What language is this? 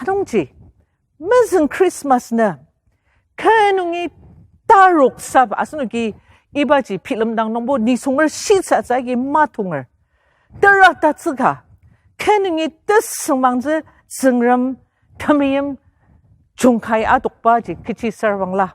Ao Naga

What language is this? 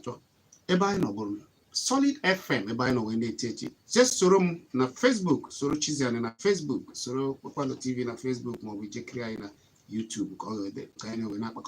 Igbo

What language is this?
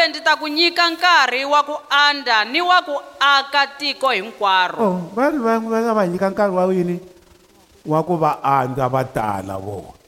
Tsonga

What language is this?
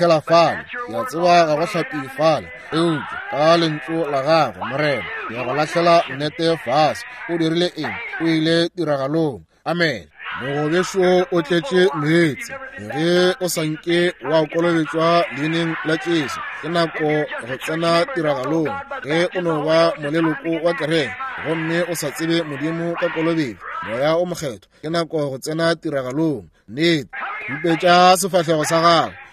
Northern Sotho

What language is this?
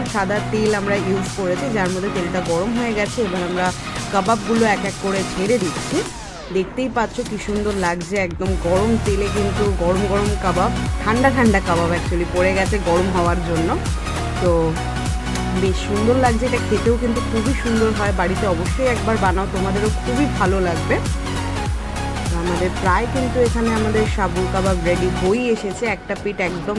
Bangla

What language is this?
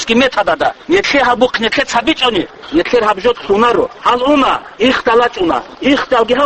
Avaric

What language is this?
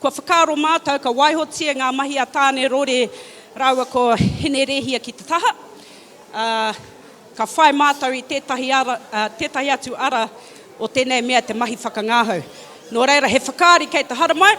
Māori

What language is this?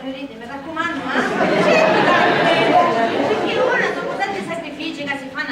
Sicilian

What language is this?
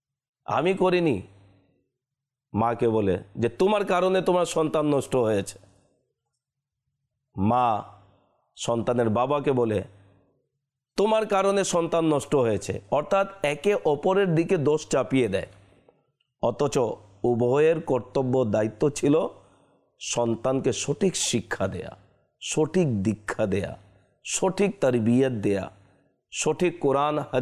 Bangla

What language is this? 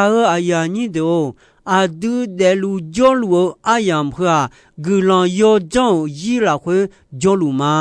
Akha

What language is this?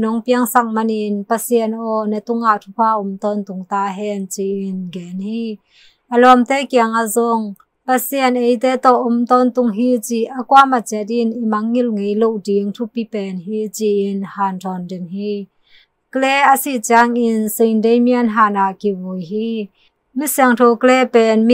Tedim Chin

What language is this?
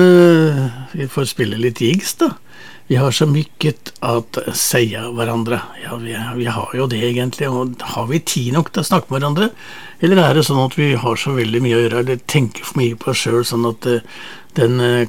Norwegian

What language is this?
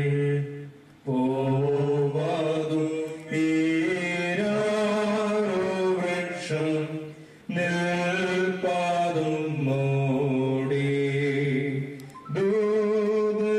Malayalam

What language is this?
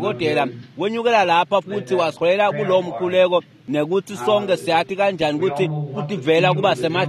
Swati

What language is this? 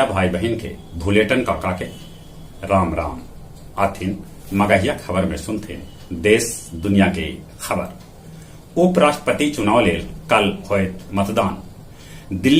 Magahi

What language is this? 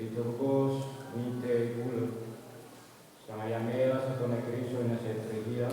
Nias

